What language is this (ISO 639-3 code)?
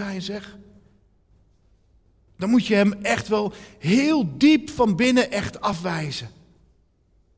nld